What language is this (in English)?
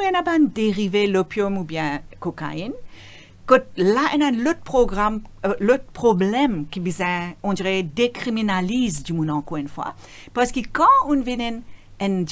Morisyen